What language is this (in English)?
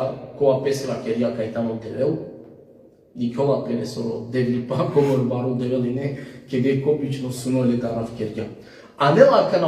Balkan Romani